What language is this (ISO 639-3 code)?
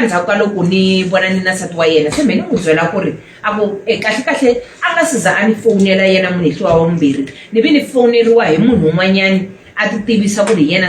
tso